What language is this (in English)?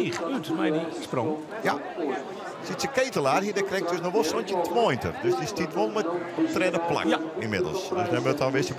Western Frisian